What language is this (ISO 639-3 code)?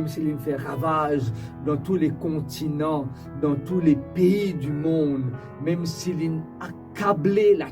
mfe